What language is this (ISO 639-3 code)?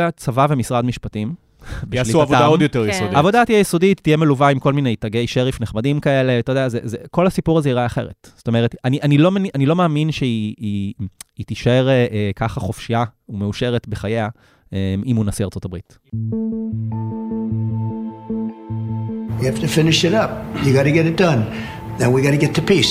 heb